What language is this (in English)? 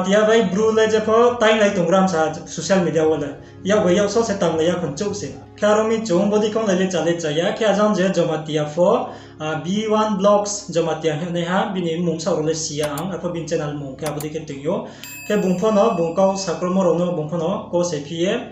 Riang (India)